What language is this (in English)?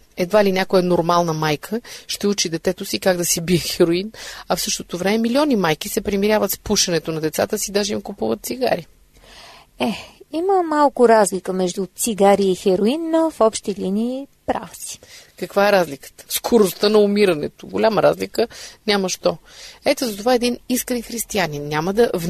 Bulgarian